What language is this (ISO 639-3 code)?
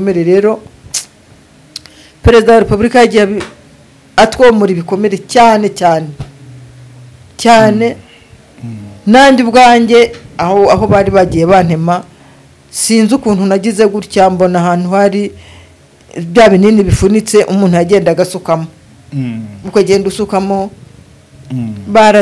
kin